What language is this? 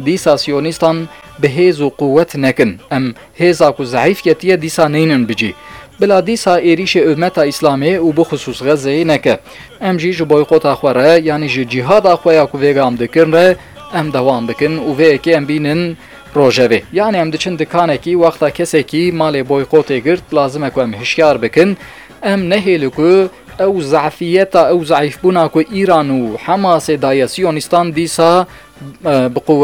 Kurdish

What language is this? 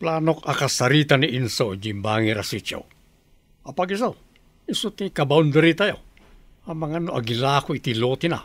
Iloko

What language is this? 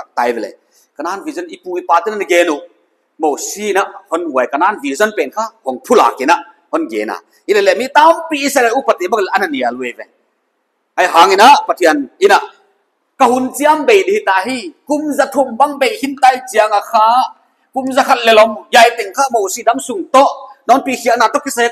Paite Chin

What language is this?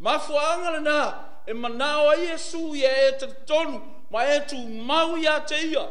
Samoan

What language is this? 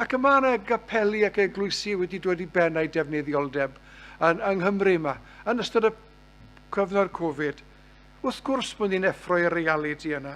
Welsh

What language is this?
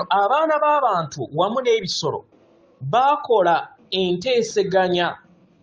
Ganda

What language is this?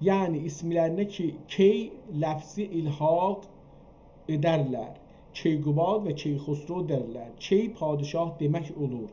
South Azerbaijani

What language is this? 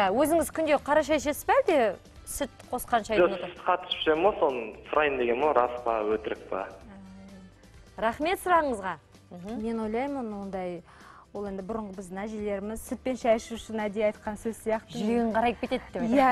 Kazakh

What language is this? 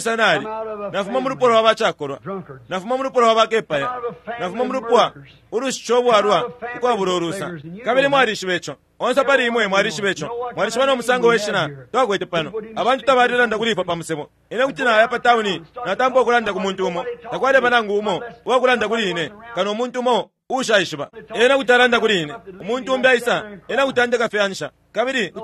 Bemba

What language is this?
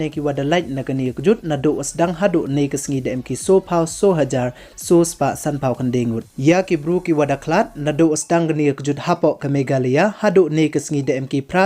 Pnar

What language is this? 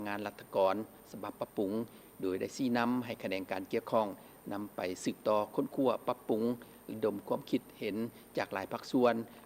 Lao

